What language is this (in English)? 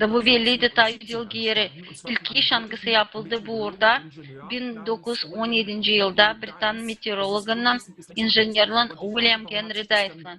Gagauz